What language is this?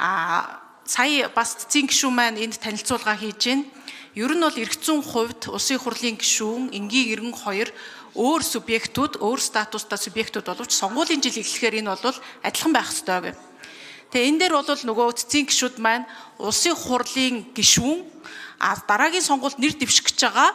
Mongolian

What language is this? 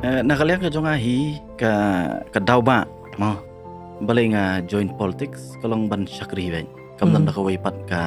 Khasi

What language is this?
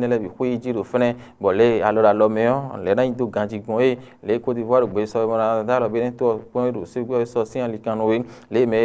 Fon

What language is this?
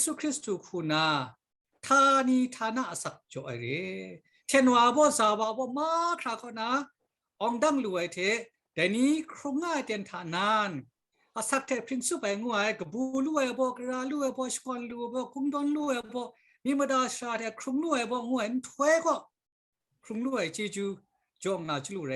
Kachin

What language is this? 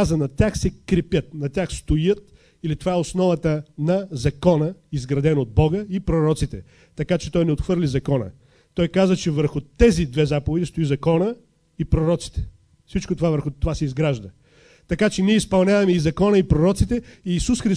Bulgarian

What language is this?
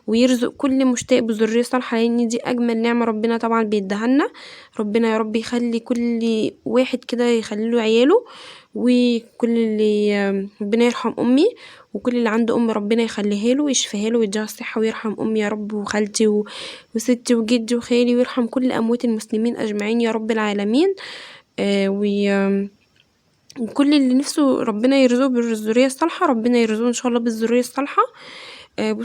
Egyptian Arabic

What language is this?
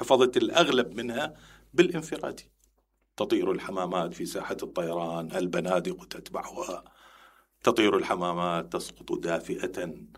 Mesopotamian Arabic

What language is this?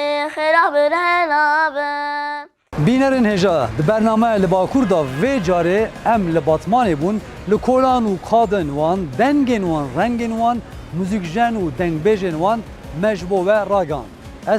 Kurdish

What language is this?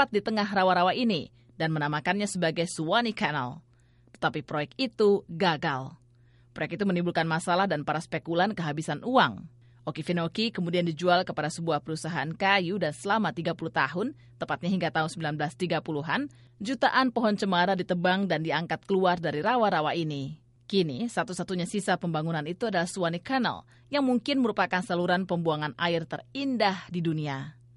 Indonesian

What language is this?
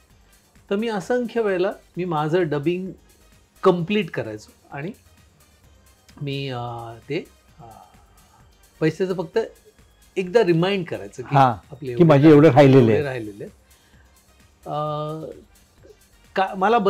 Marathi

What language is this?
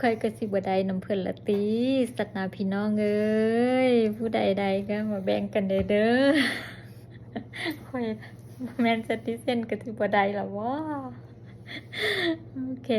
Lao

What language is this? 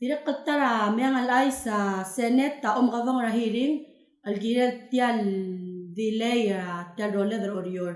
Palauan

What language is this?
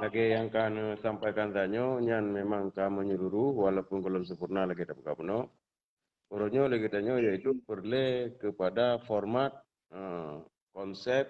Achinese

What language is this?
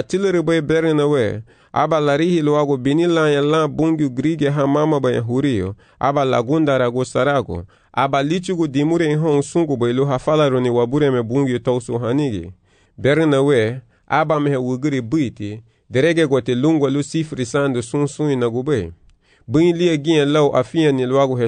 Garifuna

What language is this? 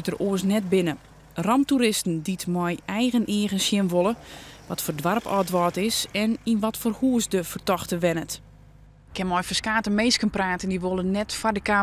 Western Frisian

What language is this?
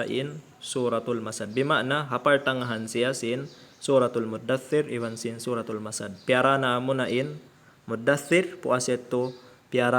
Tausug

